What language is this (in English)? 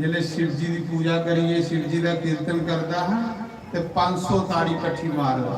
Dogri